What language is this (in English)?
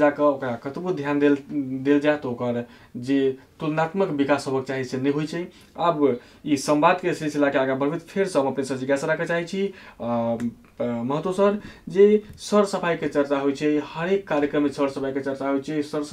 Maithili